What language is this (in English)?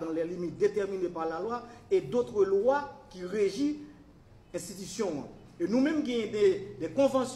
Haitian Creole